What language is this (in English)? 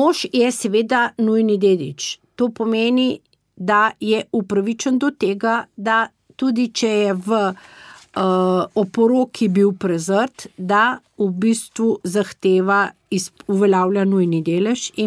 Slovenian